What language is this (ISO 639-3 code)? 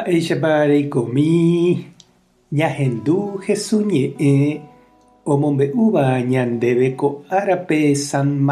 grn